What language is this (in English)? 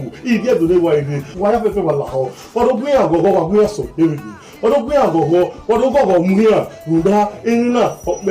Nigerian Pidgin